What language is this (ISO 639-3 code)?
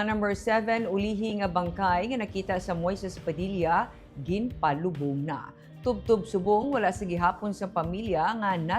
hil